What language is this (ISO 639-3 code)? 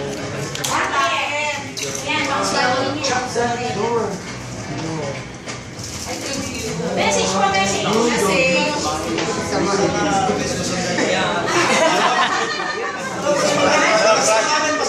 fil